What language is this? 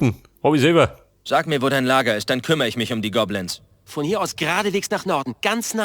Bavarian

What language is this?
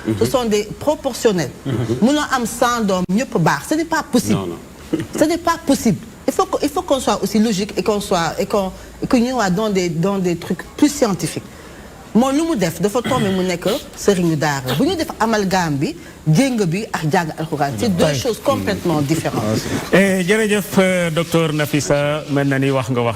Wolof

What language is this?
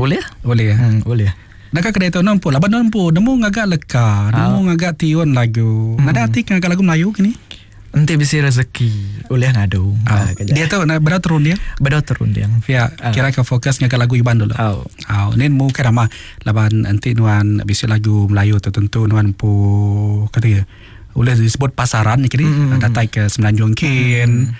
Iban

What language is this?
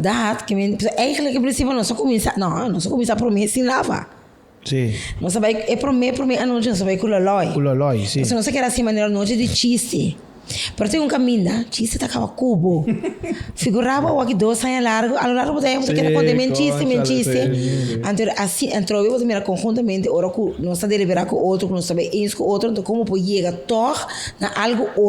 Papiamento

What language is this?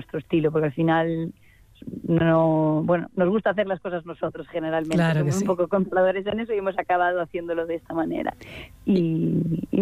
Spanish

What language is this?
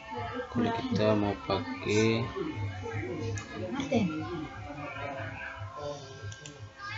Indonesian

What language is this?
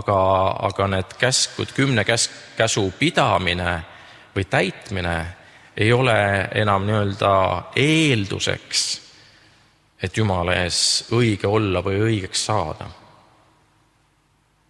Estonian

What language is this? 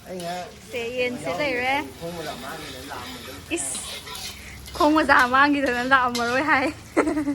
Manipuri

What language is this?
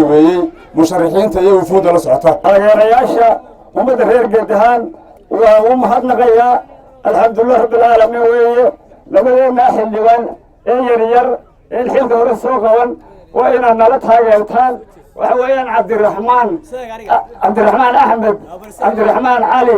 Somali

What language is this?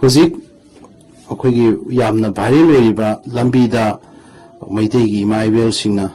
Manipuri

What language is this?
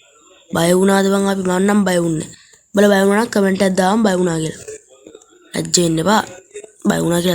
Sinhala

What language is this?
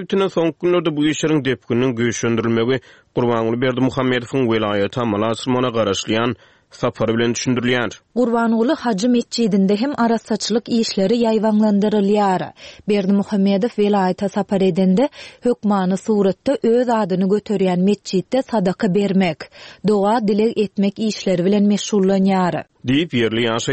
Turkmen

